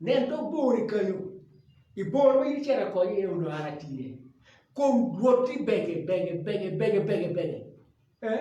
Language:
Acoli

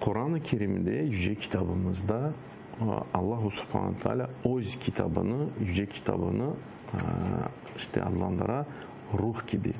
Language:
Crimean Tatar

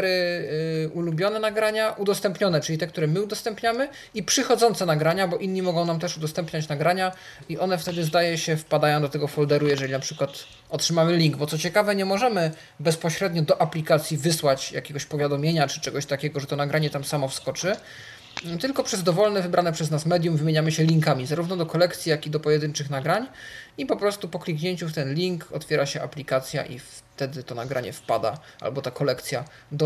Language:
Polish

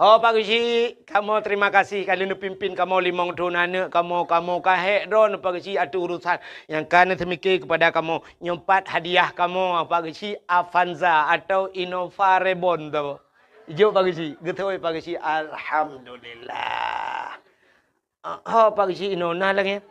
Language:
Achinese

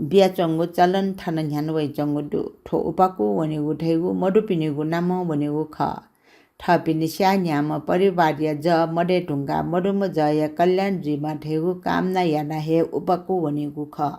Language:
Newari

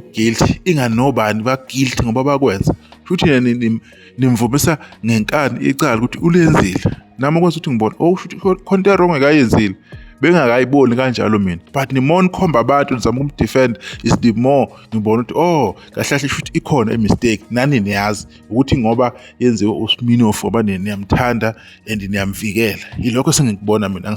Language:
Zulu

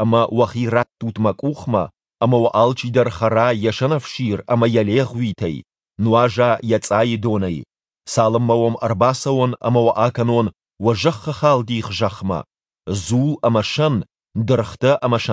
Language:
Ossetic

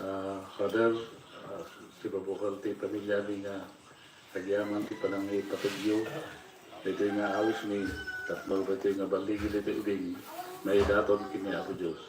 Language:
Iloko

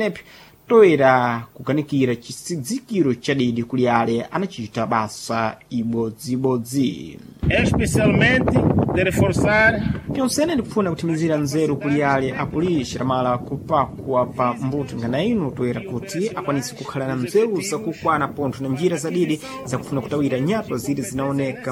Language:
Sena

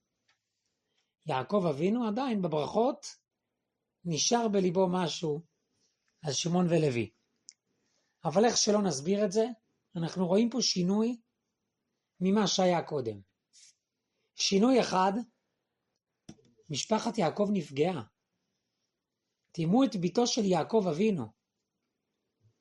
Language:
Hebrew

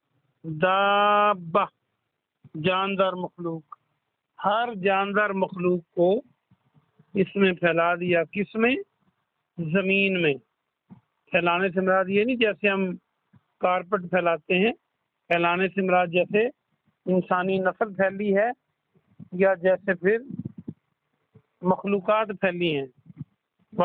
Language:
Urdu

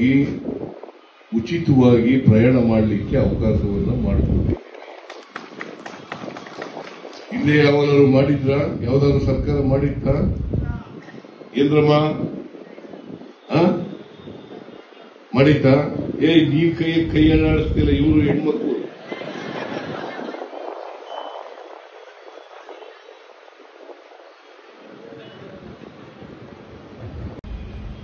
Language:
Kannada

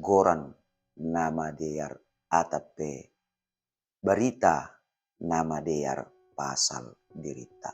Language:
Batak Simalungun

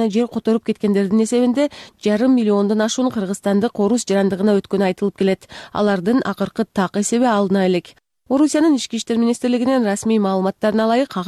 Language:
Kyrgyz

